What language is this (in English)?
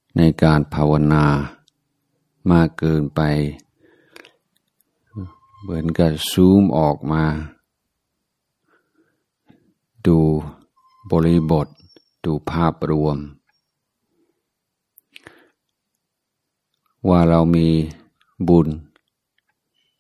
Thai